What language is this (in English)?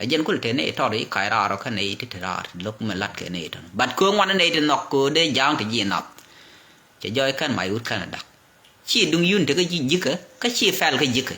Nuer